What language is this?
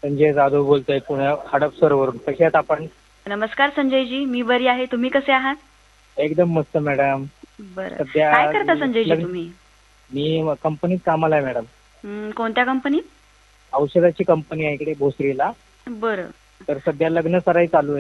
Marathi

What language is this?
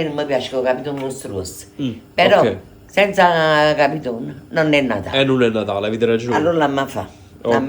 Neapolitan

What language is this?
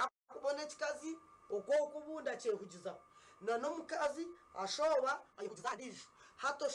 Nyankole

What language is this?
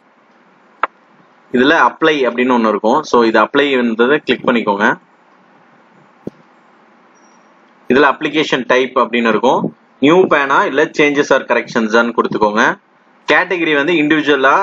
Tamil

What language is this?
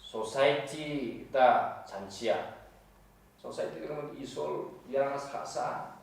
Garo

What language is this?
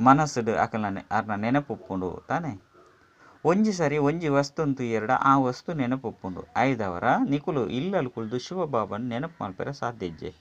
Tulu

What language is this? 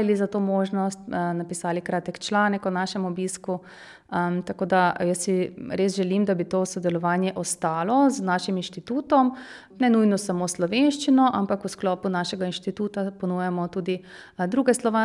Slovenian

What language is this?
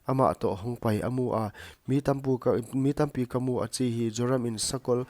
Paite Chin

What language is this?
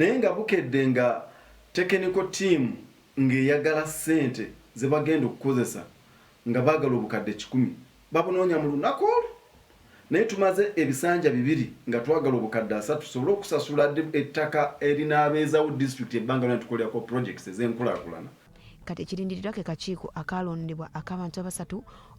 Ganda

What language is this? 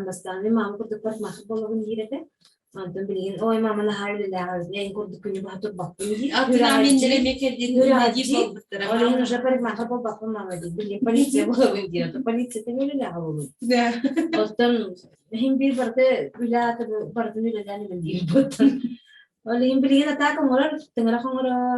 Yakut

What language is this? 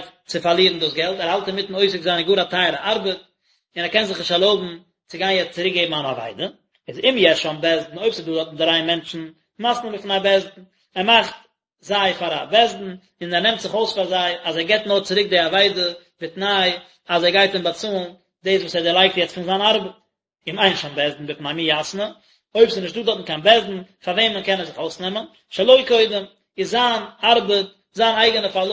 Yiddish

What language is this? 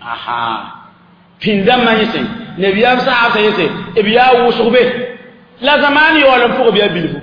Mossi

